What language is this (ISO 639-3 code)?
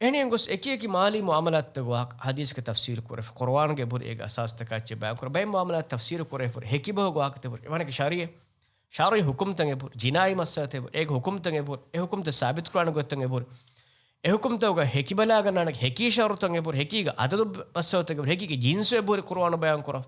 div